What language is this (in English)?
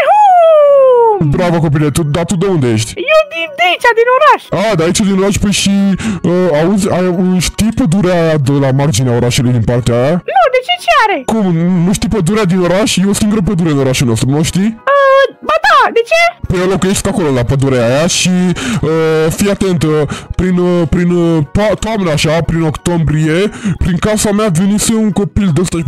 Romanian